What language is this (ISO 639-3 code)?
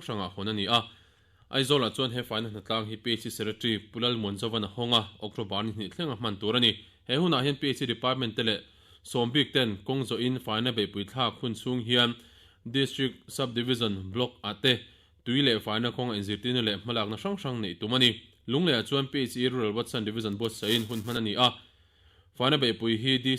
lus